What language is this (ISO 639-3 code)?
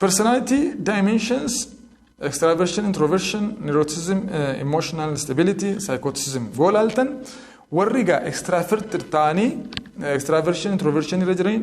orm